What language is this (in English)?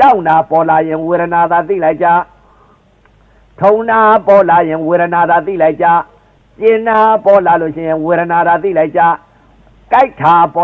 Burmese